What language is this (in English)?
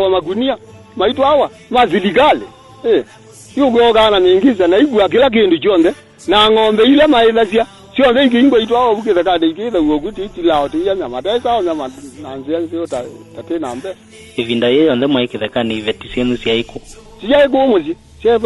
Kamba